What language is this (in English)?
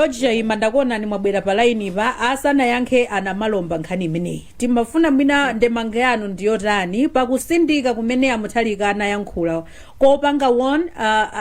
Nyanja